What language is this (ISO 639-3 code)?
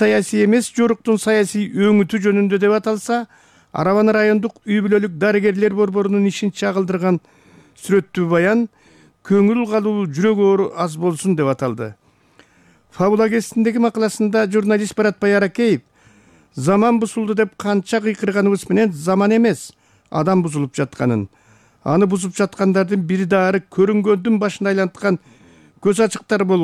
kir